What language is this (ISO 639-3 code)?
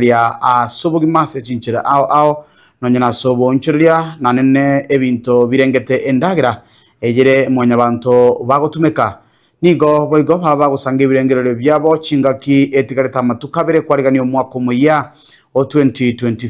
guz